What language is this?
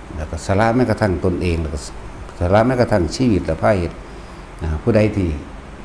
Lao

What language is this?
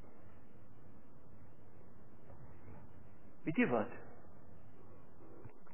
Afrikaans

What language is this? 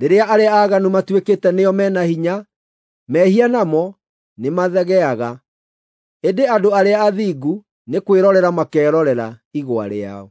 Kikuyu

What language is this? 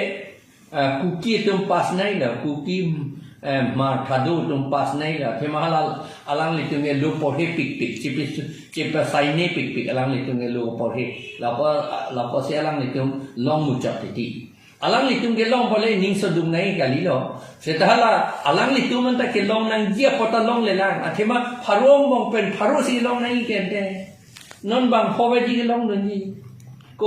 Karbi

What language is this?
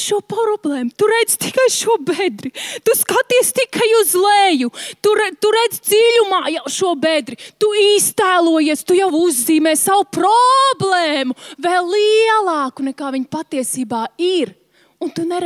Latvian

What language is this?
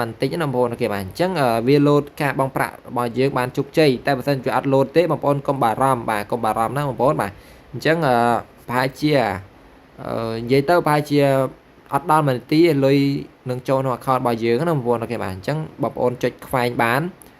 Khmer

